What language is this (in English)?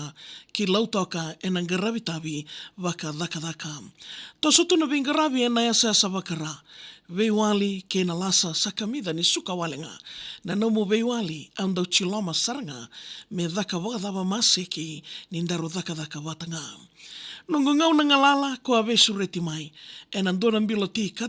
Fijian